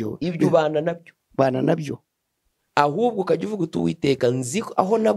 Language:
Kinyarwanda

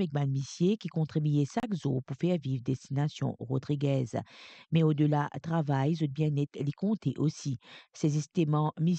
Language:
Morisyen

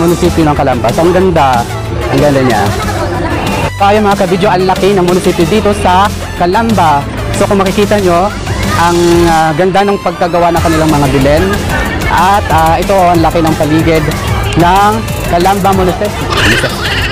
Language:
Filipino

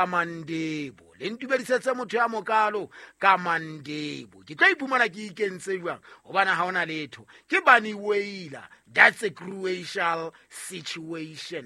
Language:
Southern Sotho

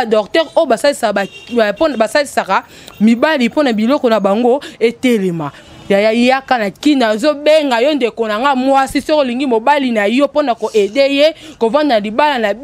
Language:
Lingala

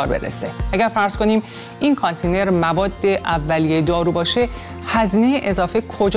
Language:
Persian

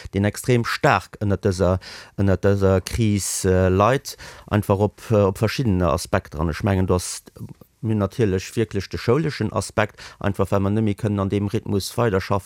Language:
Luxembourgish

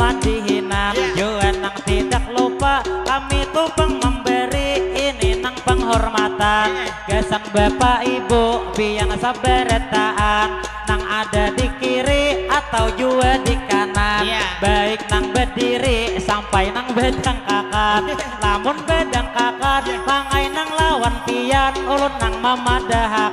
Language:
Banjar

